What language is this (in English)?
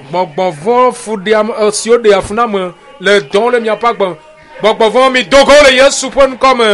Ewe